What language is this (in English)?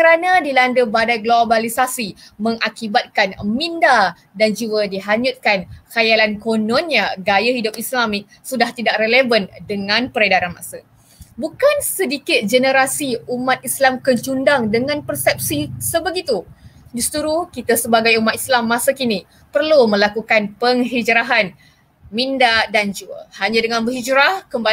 Malay